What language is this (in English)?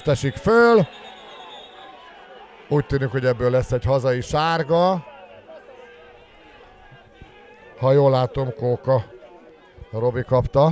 Hungarian